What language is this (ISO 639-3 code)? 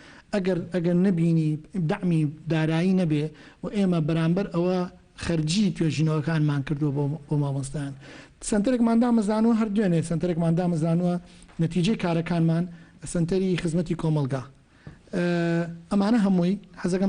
ckb